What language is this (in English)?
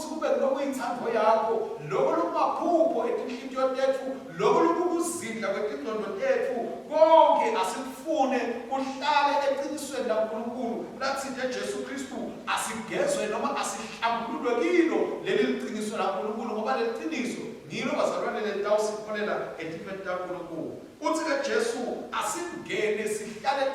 Swati